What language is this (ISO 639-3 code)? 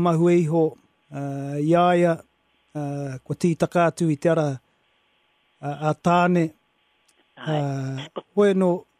mri